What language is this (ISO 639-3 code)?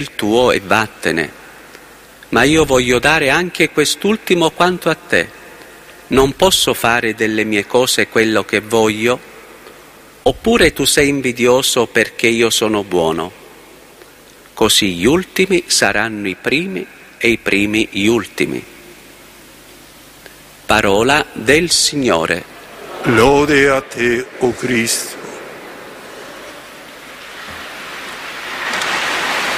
ita